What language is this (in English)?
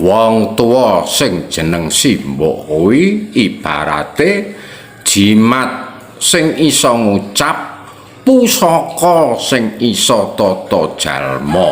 Javanese